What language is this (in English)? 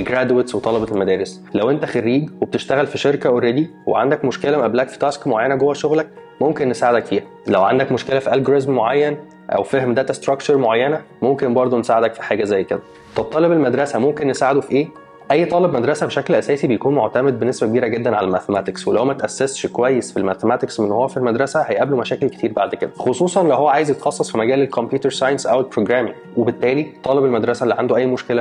Egyptian Arabic